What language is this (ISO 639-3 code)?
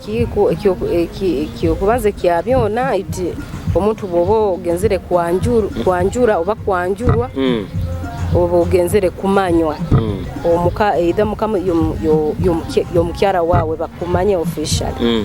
nyo